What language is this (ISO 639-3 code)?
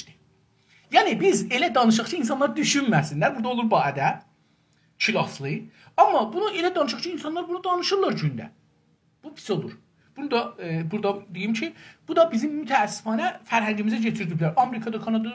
azb